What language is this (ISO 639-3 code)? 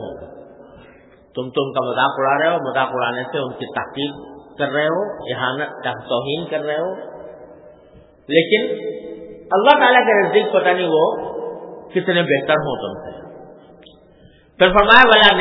urd